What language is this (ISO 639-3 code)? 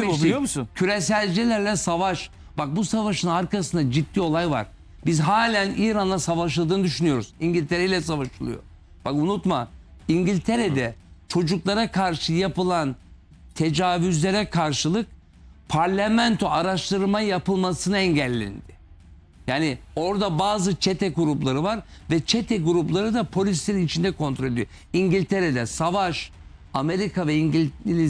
tur